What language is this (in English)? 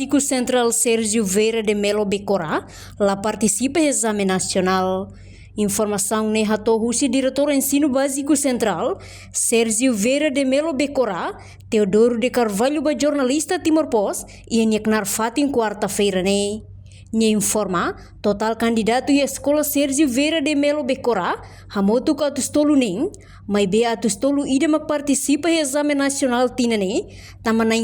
Tetum